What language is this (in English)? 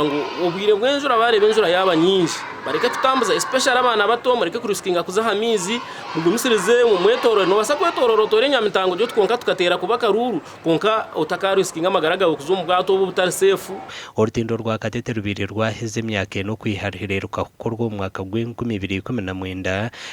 Nyankole